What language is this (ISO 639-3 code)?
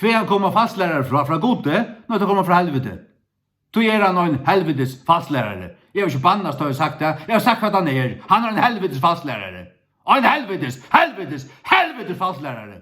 fao